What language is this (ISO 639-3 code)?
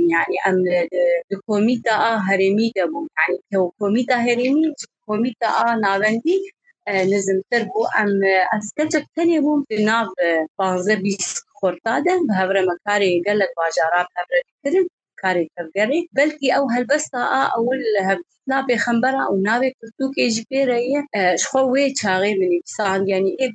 kur